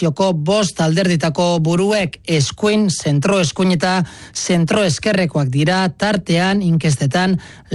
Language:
Basque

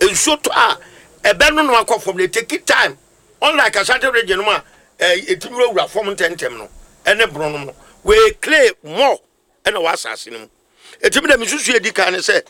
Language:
Akan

